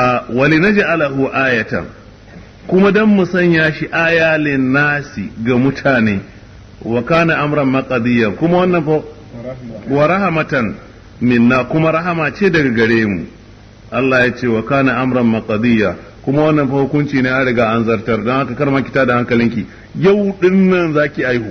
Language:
Hausa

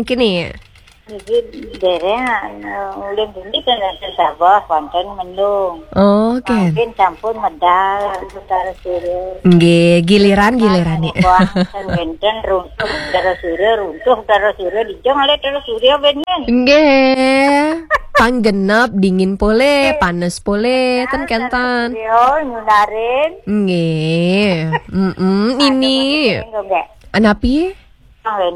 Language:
Balinese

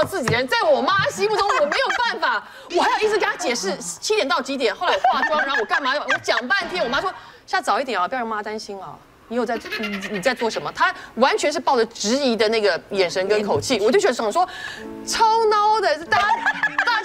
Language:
Chinese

